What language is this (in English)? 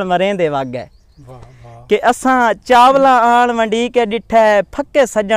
Saraiki